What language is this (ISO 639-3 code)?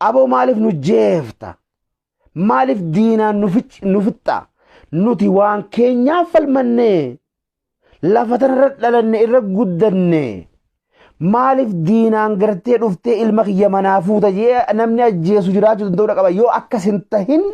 orm